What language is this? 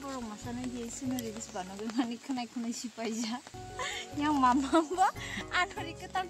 Kok Borok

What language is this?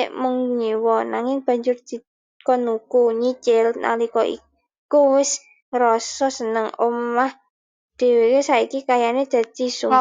Javanese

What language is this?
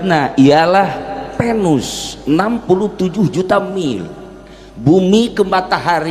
Sundanese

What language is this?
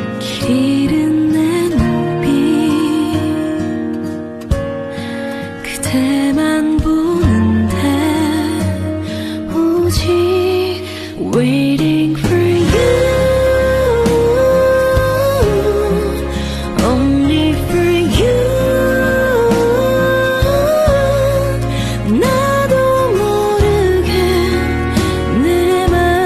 Korean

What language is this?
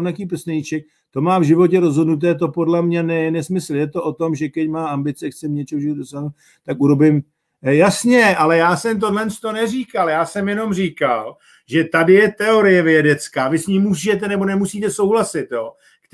Czech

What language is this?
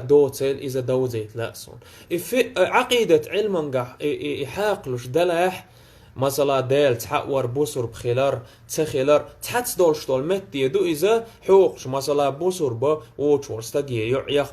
Chechen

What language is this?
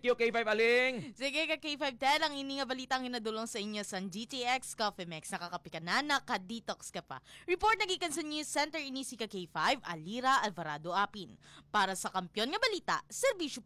Hiligaynon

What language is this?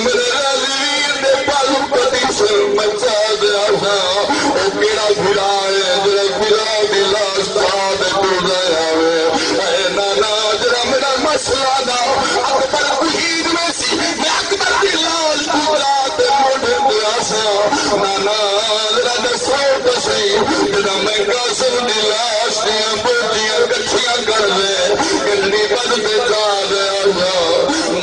Saraiki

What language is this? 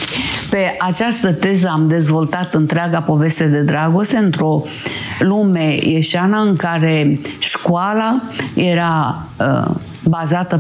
Romanian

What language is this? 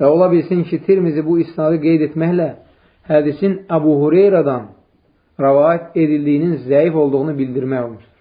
Azerbaijani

